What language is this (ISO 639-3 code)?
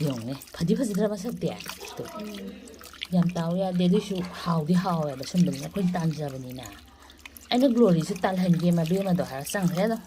mni